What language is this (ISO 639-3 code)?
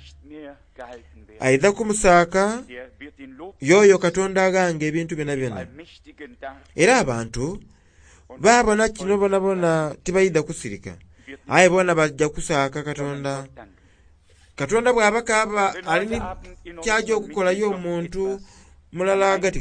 xog